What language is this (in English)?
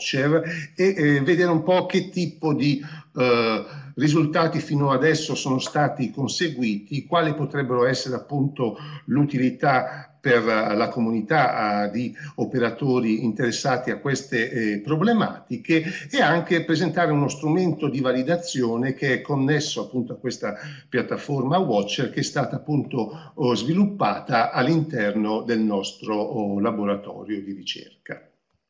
Italian